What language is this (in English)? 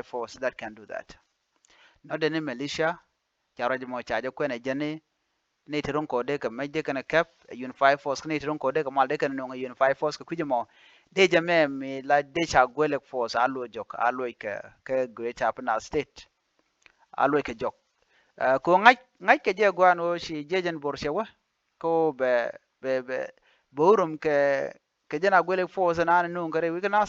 Nuer